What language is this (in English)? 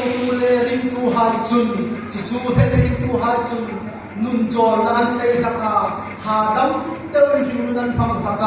Hmar